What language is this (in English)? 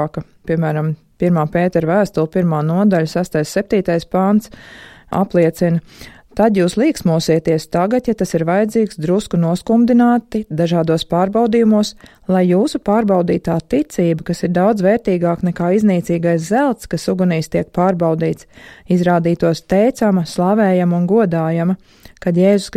Latvian